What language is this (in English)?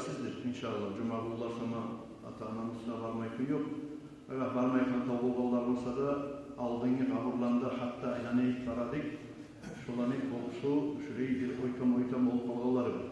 Kumyk